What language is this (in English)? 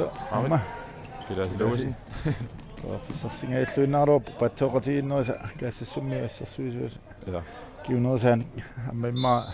Kalaallisut